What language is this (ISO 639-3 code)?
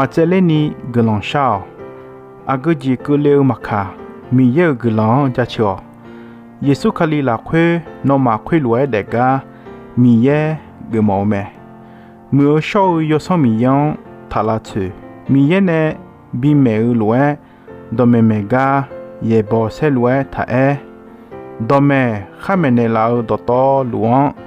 ahk